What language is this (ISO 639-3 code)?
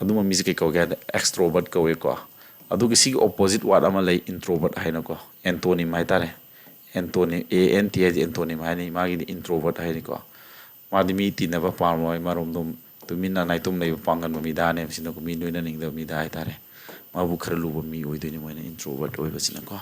mni